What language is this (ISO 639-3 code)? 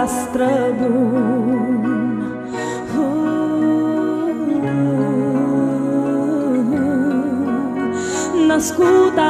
ron